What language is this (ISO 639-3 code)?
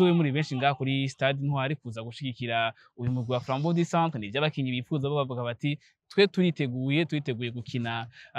run